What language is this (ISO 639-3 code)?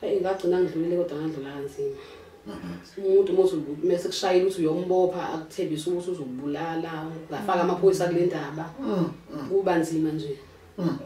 zul